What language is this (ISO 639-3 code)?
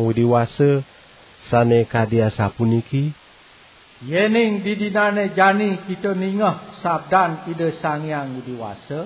ban